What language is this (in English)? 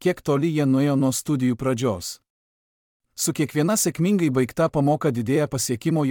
Lithuanian